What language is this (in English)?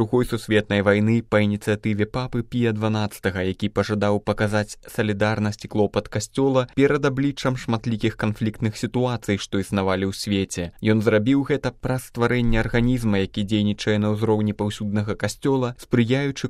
Belarusian